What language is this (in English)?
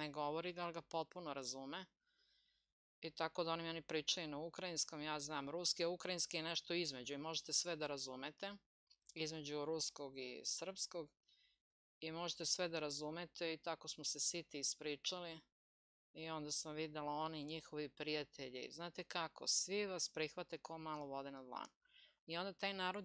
Serbian